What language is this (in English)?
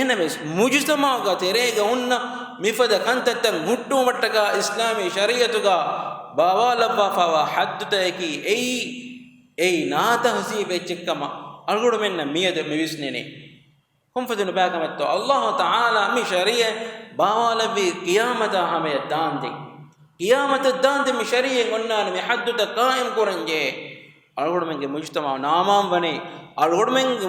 Divehi